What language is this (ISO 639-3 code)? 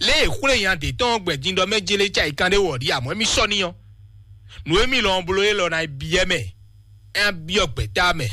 fon